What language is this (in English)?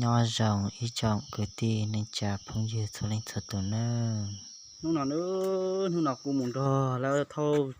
Hmong